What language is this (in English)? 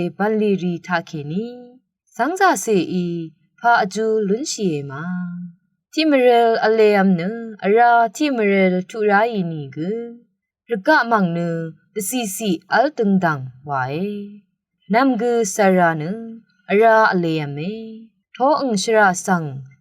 Rawang